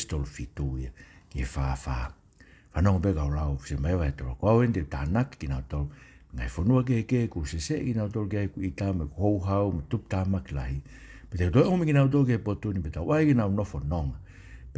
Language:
Tongan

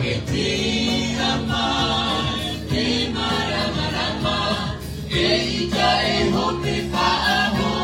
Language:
Tahitian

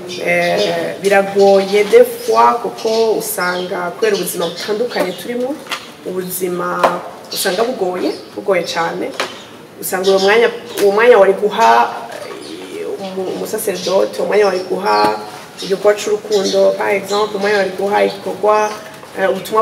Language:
Rundi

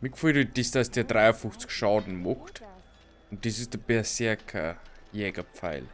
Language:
Bavarian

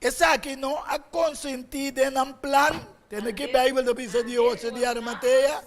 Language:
Papiamento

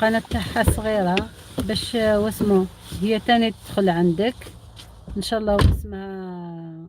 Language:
Algerian Arabic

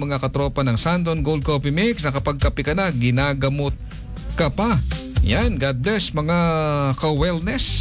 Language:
Filipino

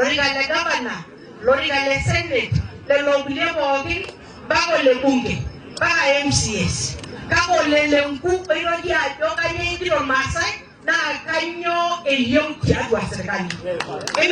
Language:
Masai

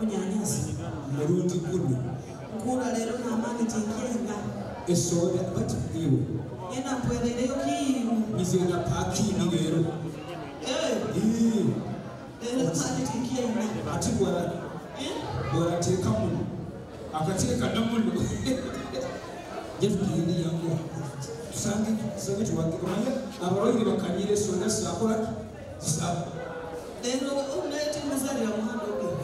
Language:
Nyoro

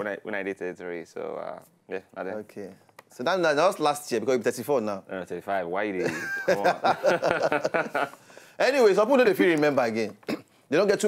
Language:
Nigerian Pidgin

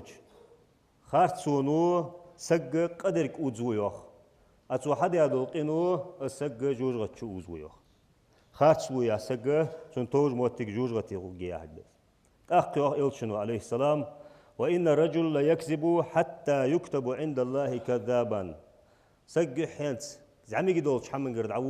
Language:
Ingush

